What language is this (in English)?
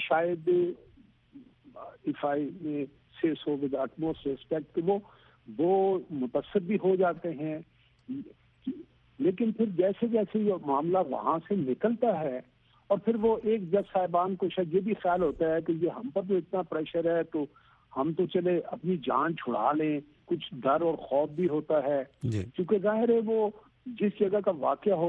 Urdu